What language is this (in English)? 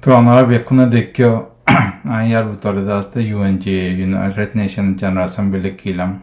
Rohingya